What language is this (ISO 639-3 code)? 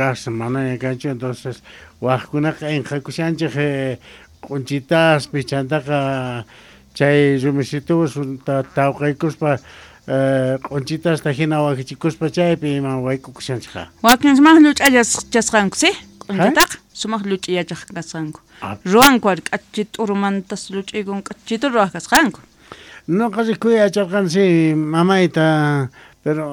quh